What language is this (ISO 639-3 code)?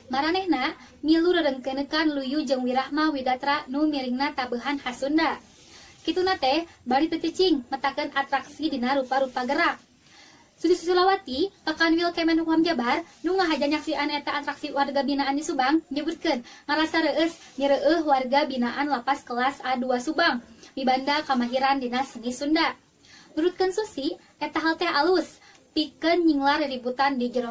sun